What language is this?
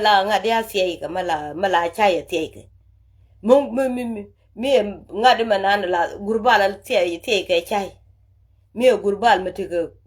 Nuer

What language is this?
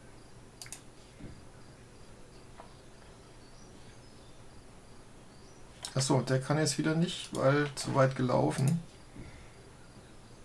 German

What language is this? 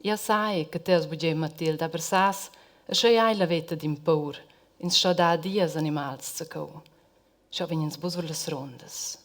Romansh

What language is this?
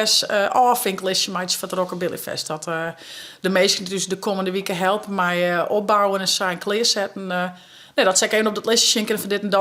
Western Frisian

